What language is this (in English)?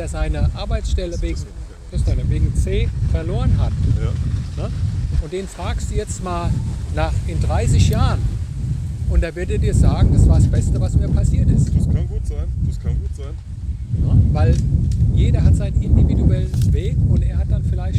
German